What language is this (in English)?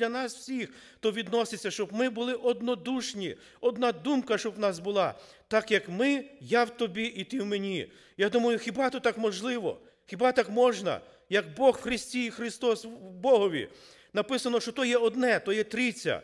Ukrainian